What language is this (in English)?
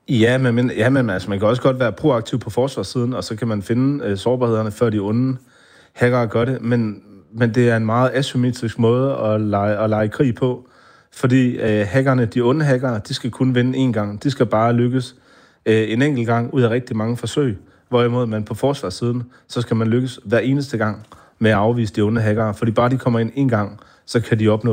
Danish